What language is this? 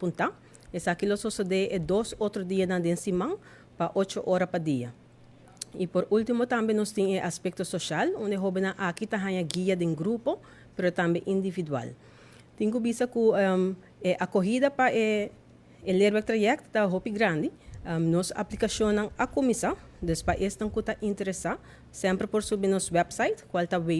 Papiamento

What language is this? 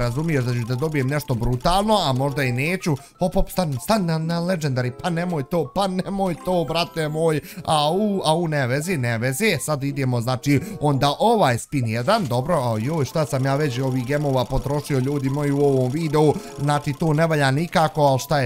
Bosnian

